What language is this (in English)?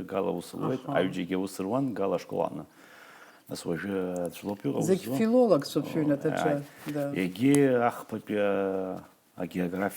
Abkhazian